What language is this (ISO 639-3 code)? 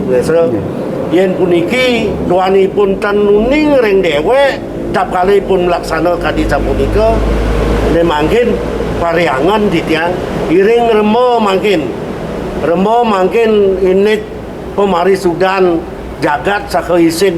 ban